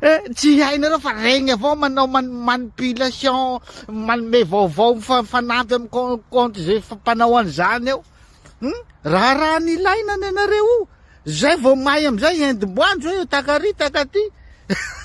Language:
Malagasy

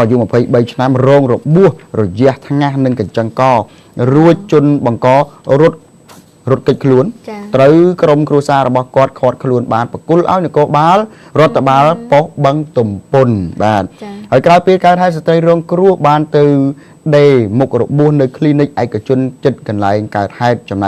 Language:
Khmer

